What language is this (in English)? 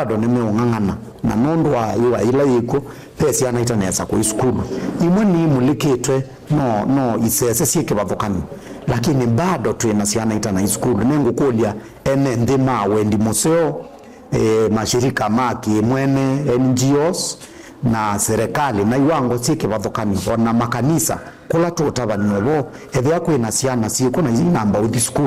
Kamba